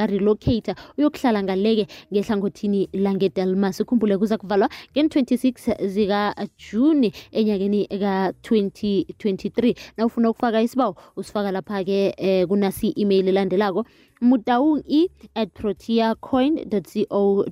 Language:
South Ndebele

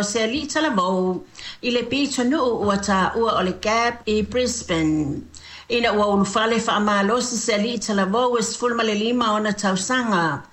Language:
Samoan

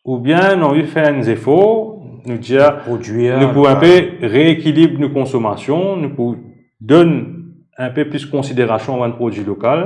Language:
Morisyen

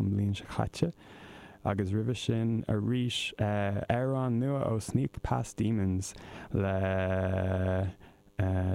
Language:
Irish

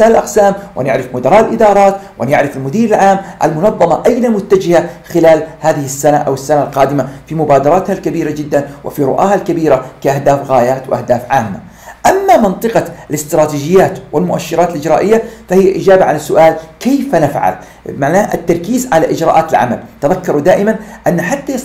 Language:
Arabic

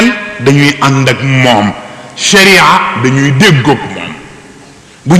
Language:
Wolof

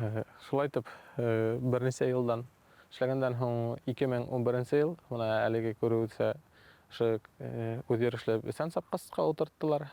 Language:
Bashkir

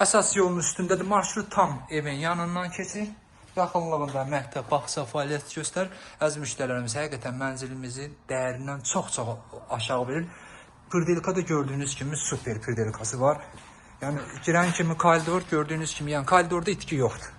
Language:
Azerbaijani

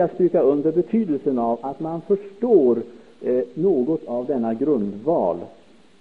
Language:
Swedish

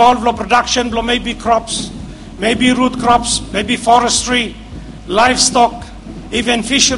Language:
Bislama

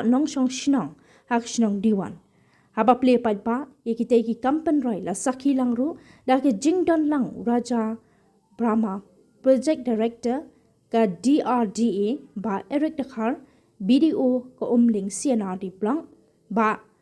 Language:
Khasi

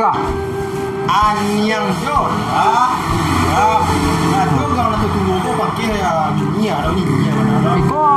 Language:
Minangkabau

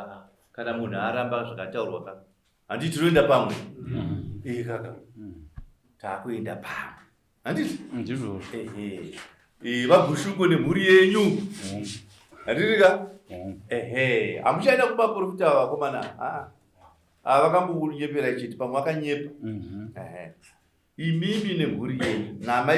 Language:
Shona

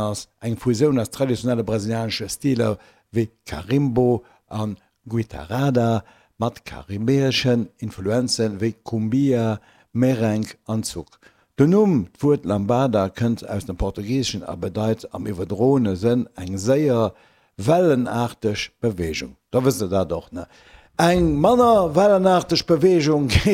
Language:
Luxembourgish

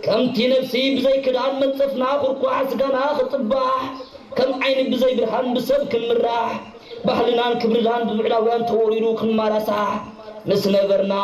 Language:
Tigrinya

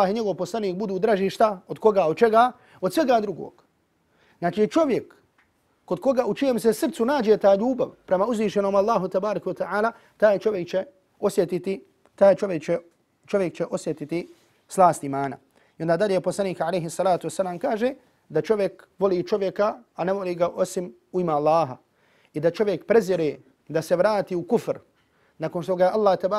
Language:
Bosnian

